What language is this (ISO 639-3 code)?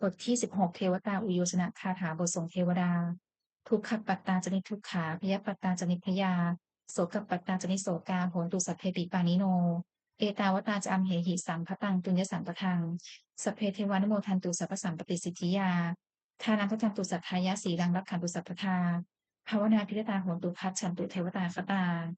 pli